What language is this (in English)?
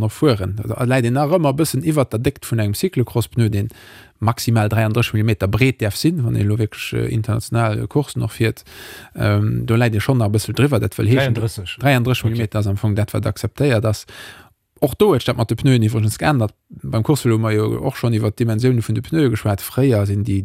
Luxembourgish